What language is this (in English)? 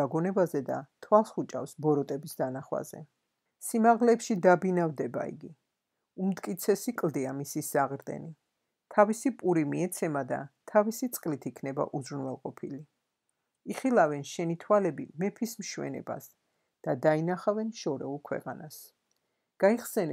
Georgian